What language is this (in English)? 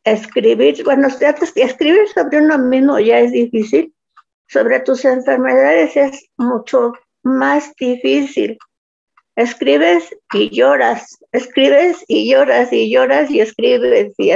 Spanish